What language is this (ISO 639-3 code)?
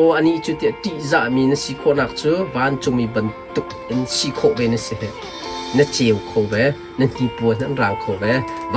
cnh